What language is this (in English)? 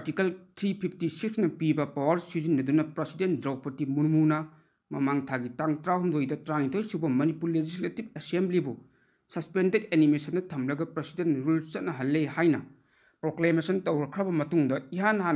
Manipuri